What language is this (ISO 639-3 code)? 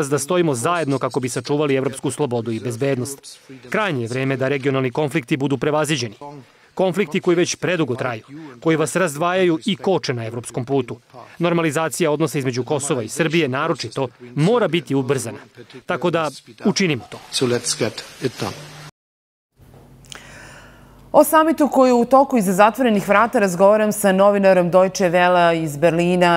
srp